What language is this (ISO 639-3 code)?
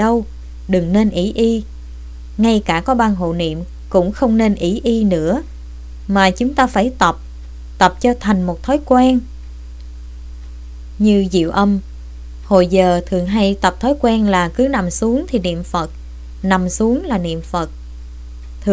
vie